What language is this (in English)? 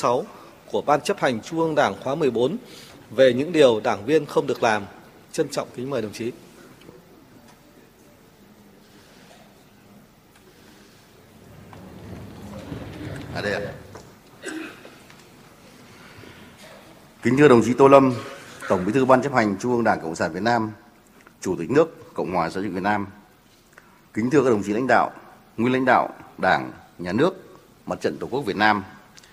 Vietnamese